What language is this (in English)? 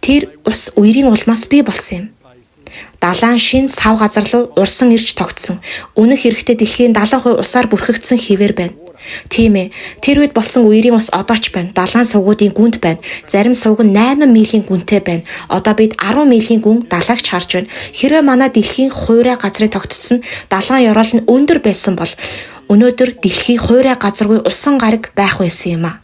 Mongolian